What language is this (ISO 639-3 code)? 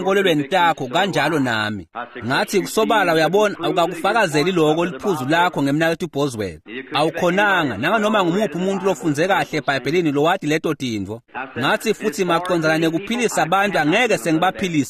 ssw